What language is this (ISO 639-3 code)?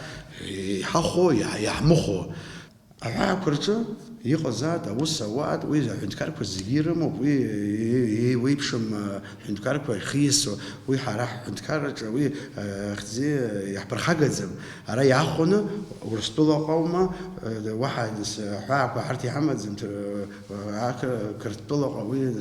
abk